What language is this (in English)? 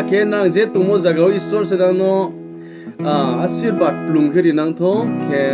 Riang (India)